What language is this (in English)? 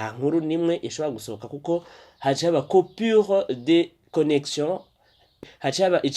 Rundi